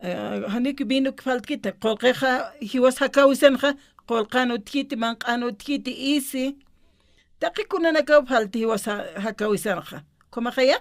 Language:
Aymara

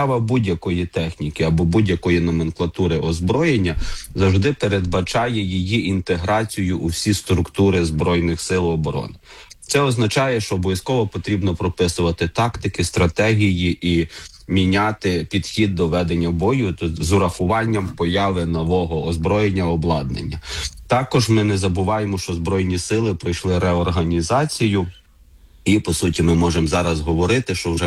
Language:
Ukrainian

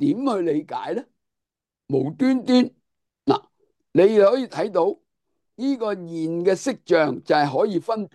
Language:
Cantonese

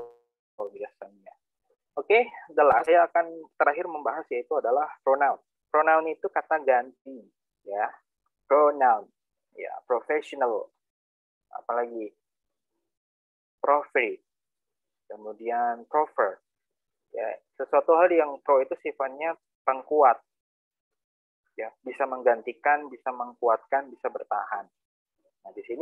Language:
Indonesian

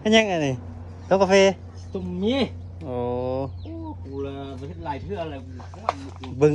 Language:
Lao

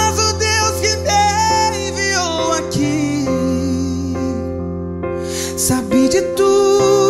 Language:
Portuguese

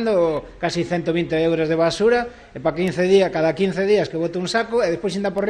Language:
Galician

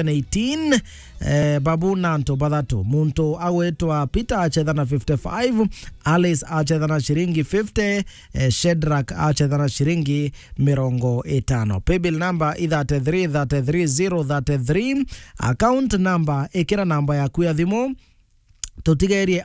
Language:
Meru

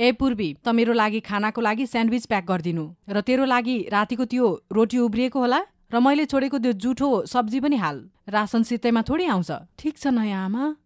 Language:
Nepali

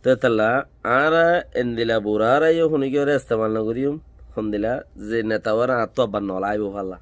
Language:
Rohingya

